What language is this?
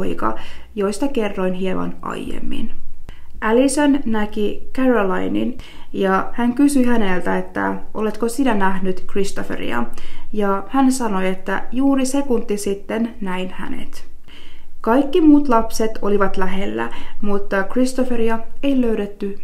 Finnish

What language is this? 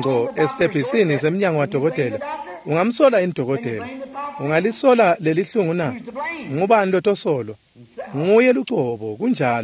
Swati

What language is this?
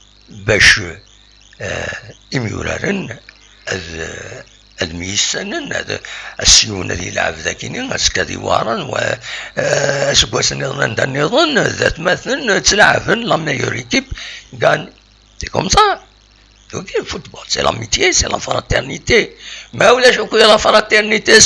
Kabyle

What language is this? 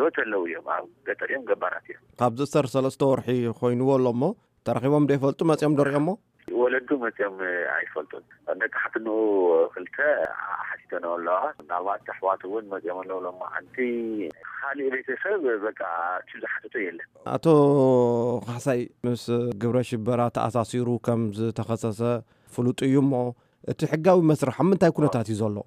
Tigrinya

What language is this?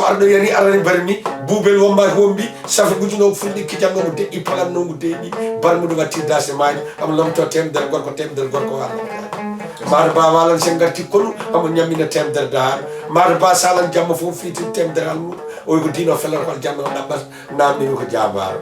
Fula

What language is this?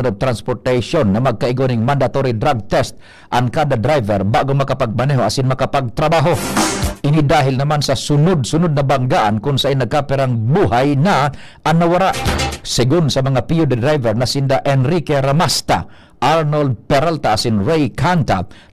Bikol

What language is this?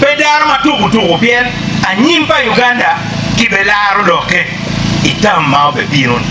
Acoli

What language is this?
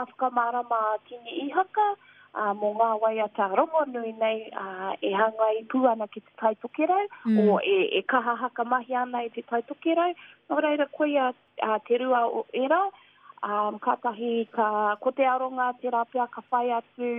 Māori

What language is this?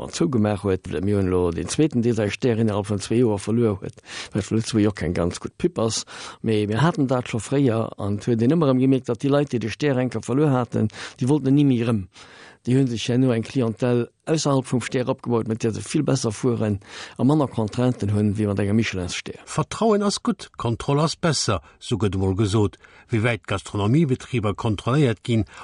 Luxembourgish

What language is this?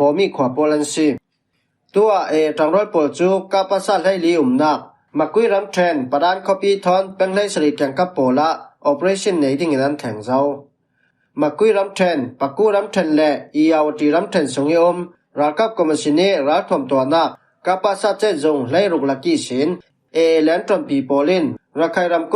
Falam Chin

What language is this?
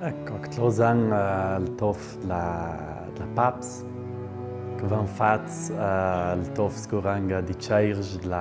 Ladin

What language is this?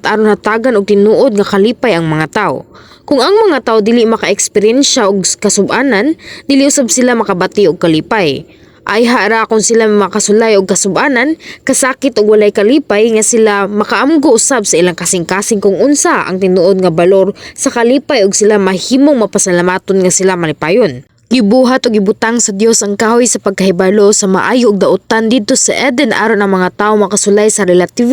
Cebuano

